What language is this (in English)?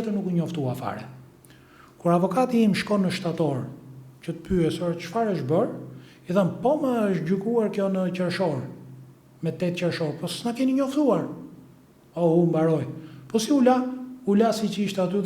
Albanian